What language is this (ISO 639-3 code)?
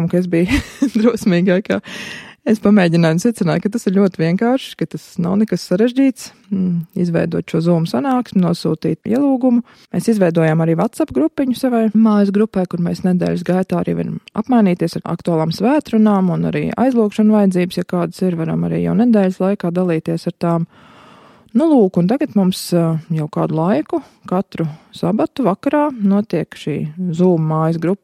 lav